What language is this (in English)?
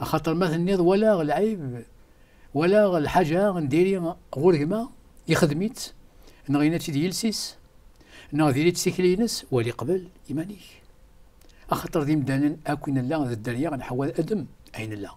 Kabyle